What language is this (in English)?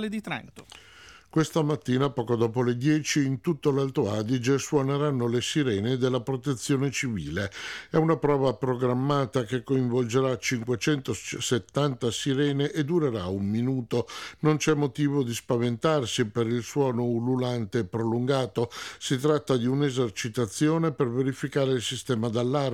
Italian